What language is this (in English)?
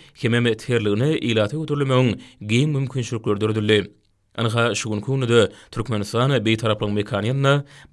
Turkmen